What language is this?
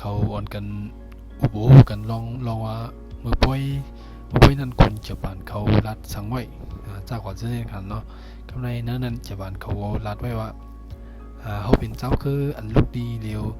Shan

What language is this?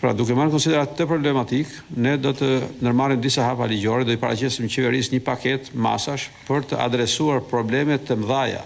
Albanian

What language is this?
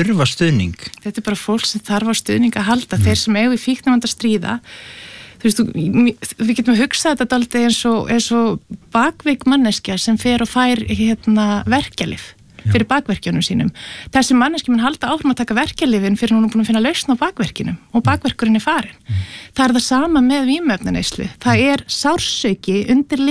Icelandic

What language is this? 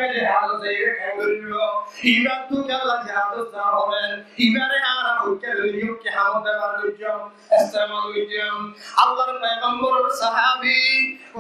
Rohingya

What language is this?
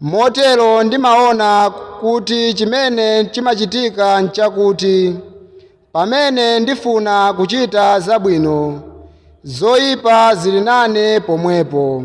Nyanja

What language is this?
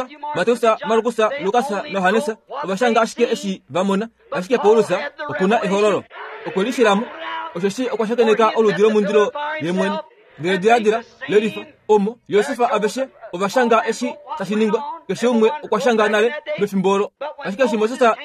Kuanyama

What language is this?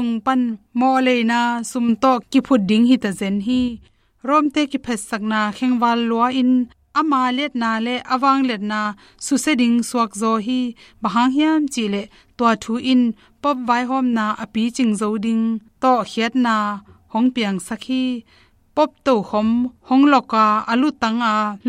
Tedim Chin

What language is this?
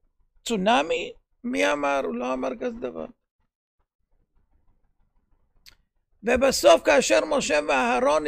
Hebrew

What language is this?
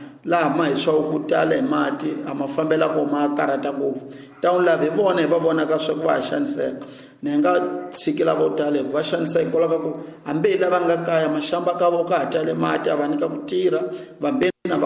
Tsonga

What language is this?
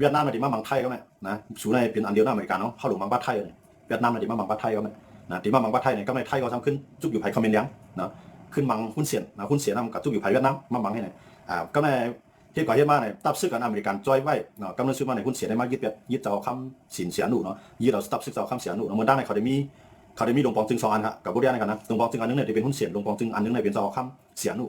Shan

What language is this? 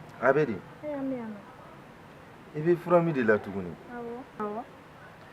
Bambara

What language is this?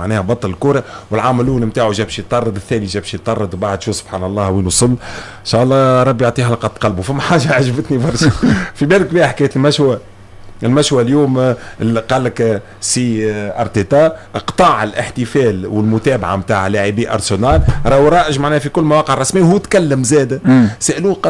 Tunisian Arabic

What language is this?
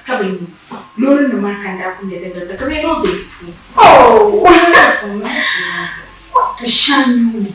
Dagbani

